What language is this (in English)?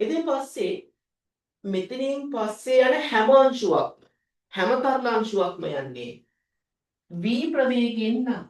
Sinhala